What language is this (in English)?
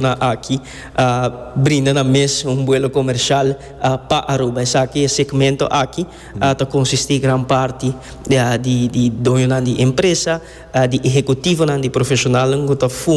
Papiamento